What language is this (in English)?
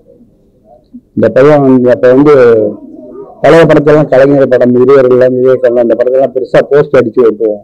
Tamil